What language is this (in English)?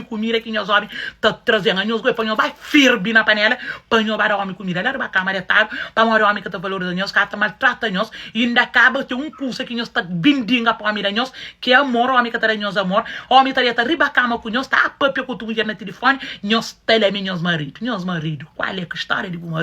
Kabuverdianu